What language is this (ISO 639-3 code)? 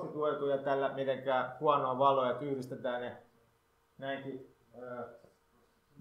fin